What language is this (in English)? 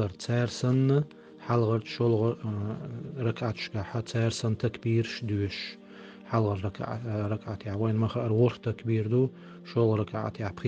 Chechen